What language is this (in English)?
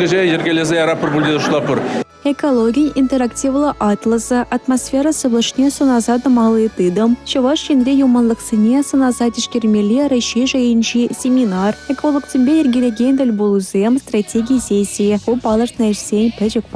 Chuvash